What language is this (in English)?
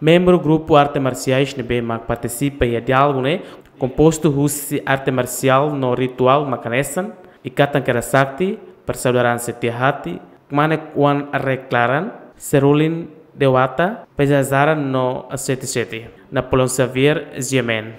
Tetum